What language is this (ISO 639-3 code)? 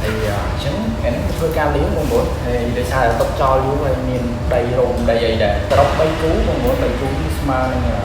khm